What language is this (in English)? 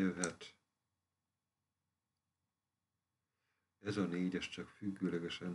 Hungarian